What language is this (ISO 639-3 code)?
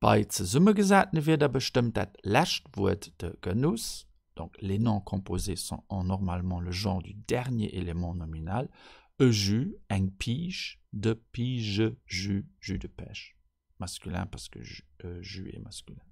ltz